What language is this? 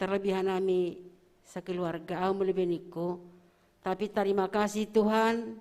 Batak Simalungun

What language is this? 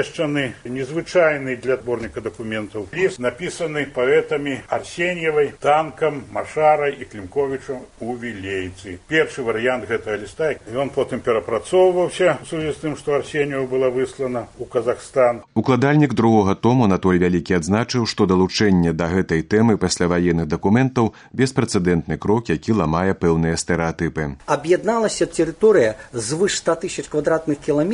Belarusian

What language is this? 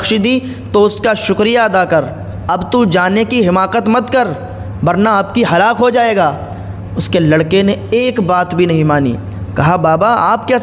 Urdu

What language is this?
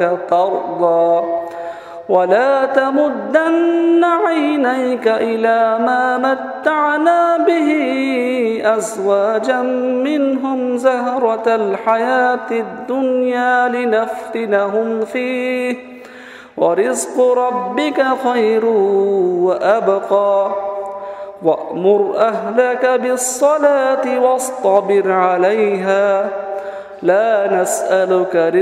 Arabic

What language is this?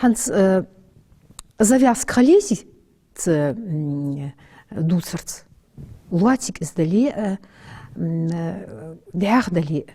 Ingush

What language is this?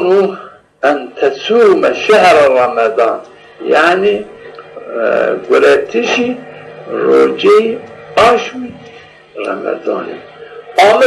Zaza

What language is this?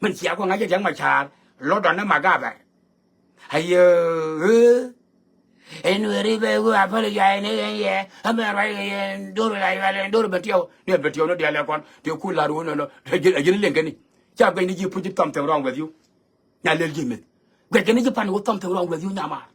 Nuer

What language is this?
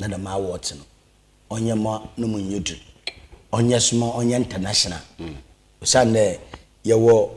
Akan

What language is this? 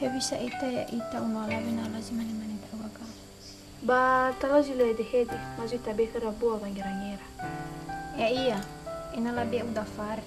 Nias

